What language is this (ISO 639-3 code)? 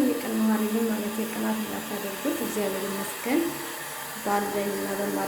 amh